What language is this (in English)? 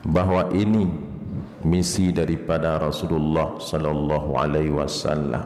Achinese